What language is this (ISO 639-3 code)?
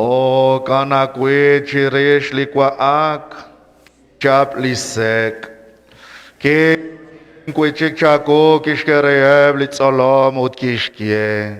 kek